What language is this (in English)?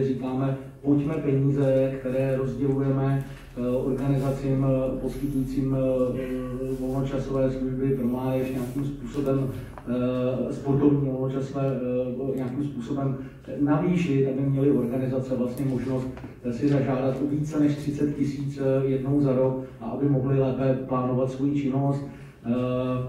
Czech